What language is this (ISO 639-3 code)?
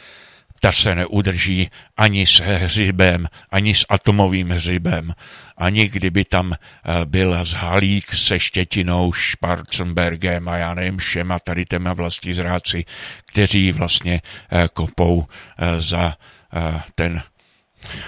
ces